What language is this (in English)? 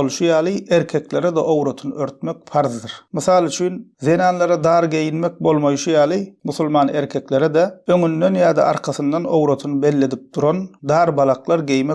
Turkmen